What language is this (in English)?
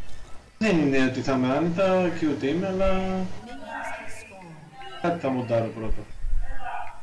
Greek